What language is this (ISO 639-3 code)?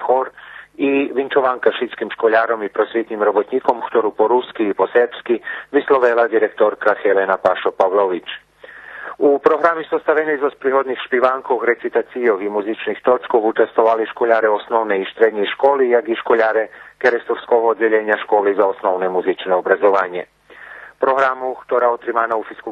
rue